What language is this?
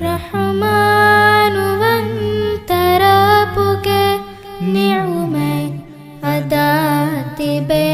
Divehi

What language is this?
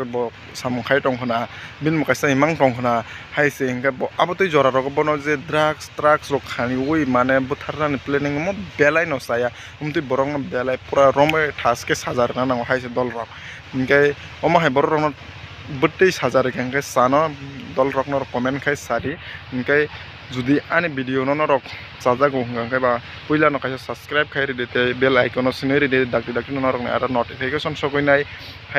Kok Borok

